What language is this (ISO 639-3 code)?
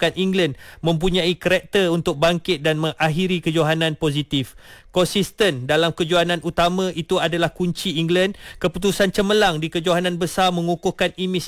msa